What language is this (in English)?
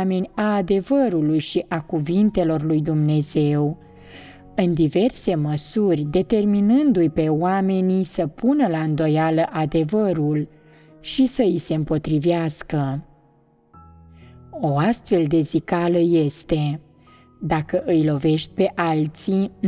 Romanian